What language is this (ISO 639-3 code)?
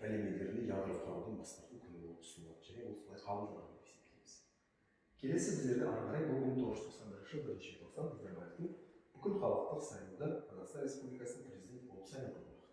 kaz